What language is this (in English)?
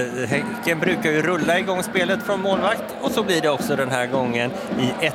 Swedish